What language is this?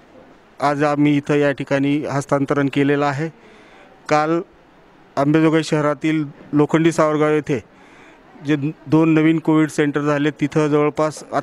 Marathi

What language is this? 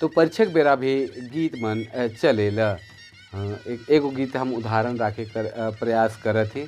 Sadri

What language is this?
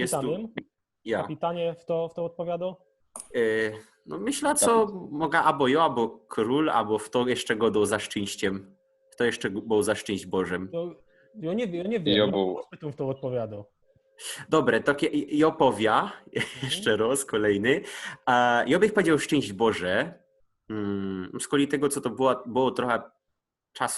Silesian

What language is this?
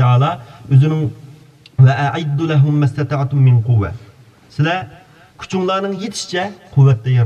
Uyghur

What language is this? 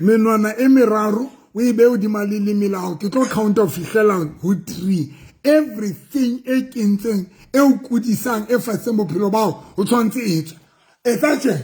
Southern Sotho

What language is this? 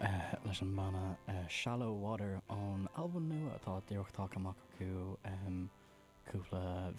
Irish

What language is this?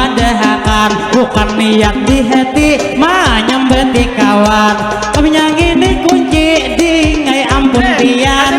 Banjar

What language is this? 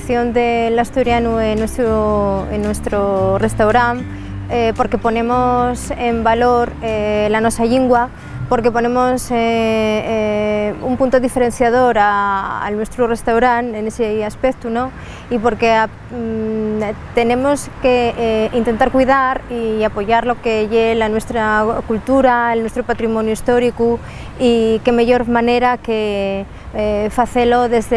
Asturian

